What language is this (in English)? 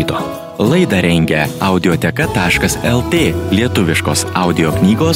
Lithuanian